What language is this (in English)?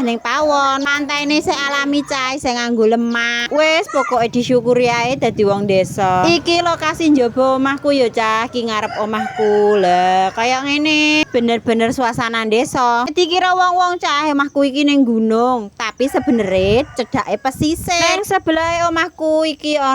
Javanese